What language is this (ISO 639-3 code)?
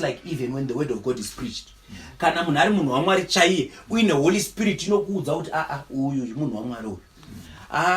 sna